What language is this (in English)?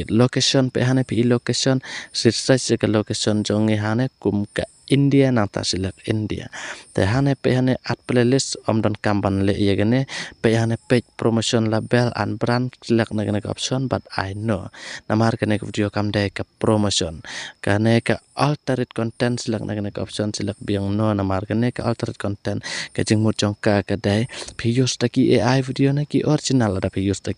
Khasi